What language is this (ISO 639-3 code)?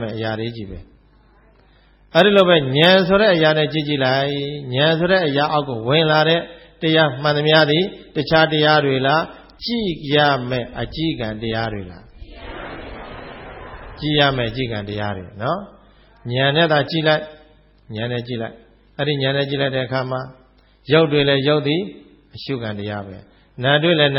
mya